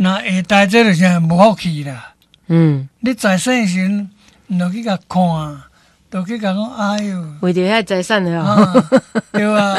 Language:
Min Nan Chinese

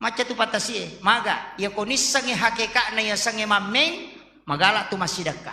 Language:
Buginese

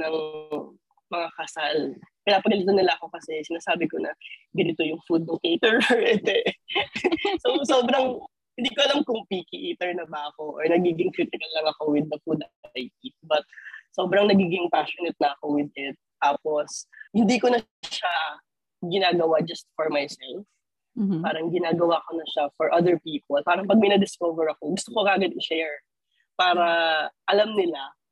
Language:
Filipino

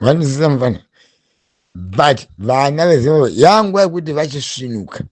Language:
Shona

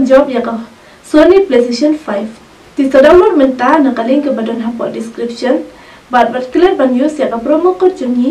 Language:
Khasi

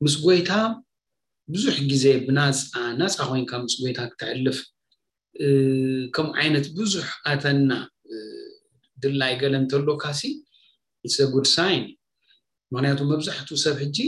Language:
Tigrinya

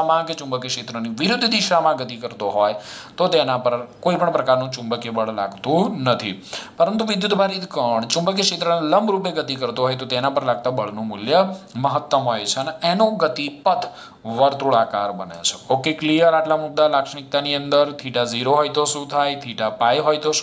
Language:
Gujarati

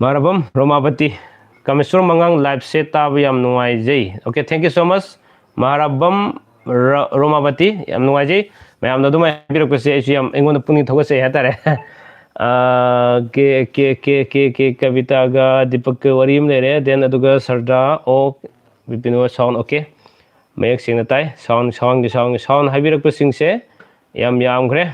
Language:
Manipuri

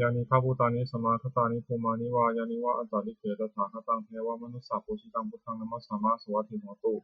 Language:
Pali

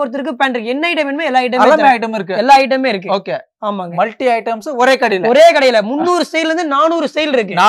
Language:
Tamil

